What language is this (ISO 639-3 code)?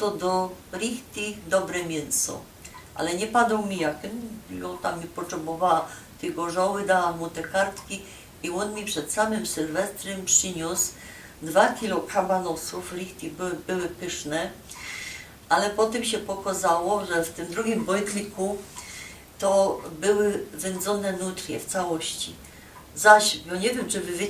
szl